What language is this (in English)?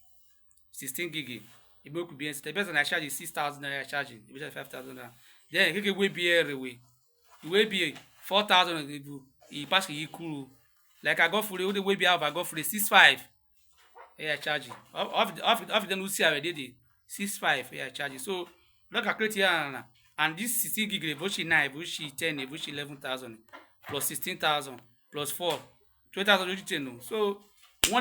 Urhobo